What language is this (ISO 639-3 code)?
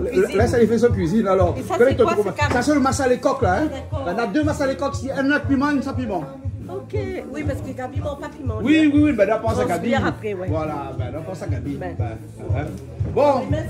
rcf